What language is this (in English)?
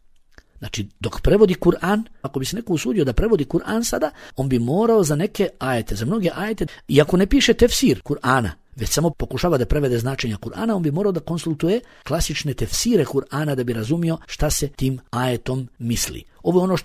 Bosnian